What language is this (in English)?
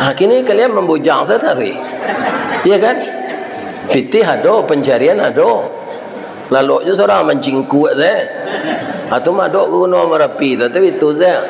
Minangkabau